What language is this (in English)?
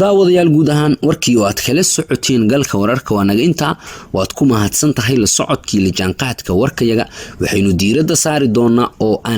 Somali